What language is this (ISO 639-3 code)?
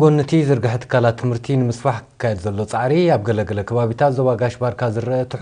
tir